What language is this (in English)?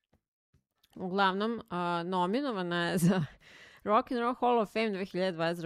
Serbian